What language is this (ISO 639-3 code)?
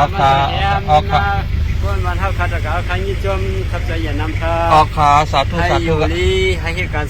shn